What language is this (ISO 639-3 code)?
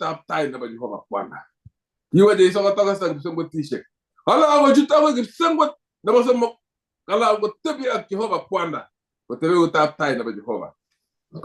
kln